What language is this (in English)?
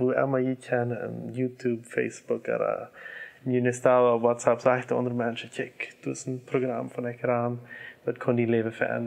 Plautdietsch